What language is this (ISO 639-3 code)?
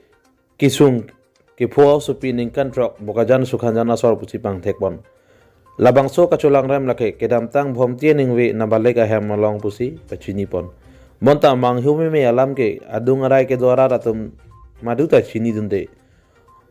mjw